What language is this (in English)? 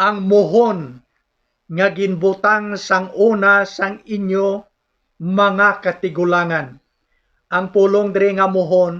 Hiligaynon